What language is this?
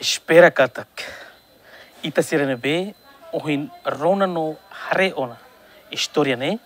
Tetum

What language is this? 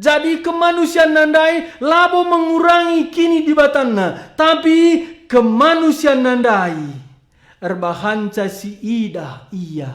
Batak Karo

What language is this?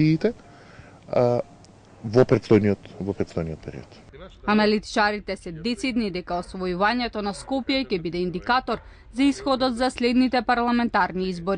Macedonian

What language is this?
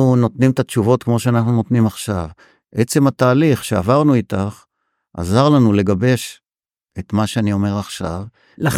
Hebrew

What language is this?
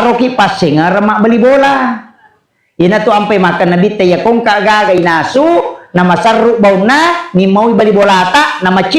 Buginese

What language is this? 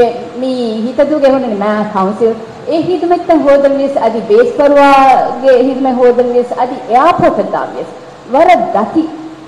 Divehi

